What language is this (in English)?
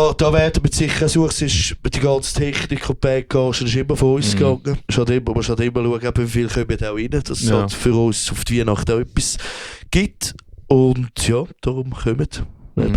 Swiss German